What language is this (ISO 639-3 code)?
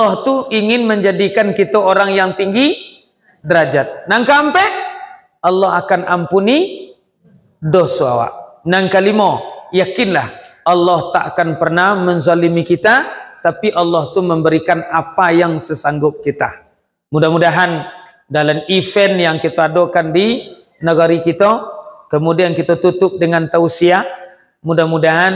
min